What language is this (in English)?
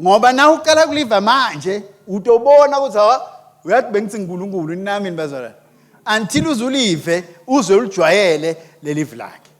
Swati